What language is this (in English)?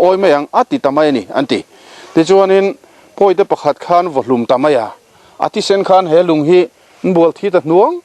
Mizo